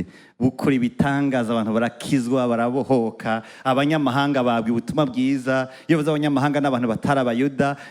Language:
Rundi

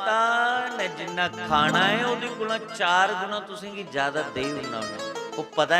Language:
Dogri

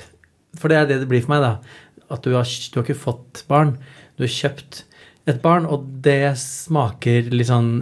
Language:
Norwegian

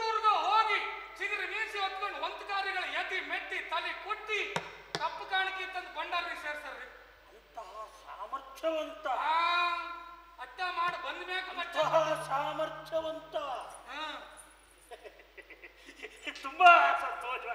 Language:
Kannada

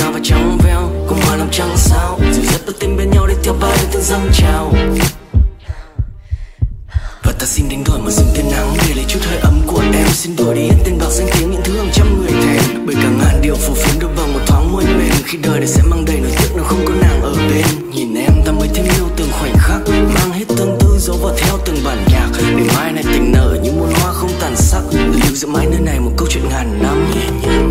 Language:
Vietnamese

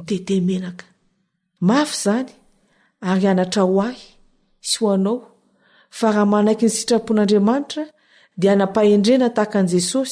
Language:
Malagasy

